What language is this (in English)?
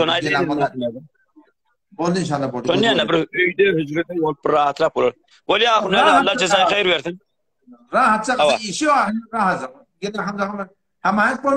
Turkmen